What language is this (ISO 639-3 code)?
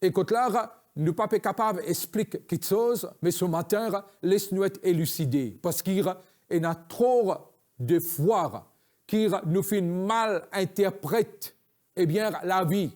mfe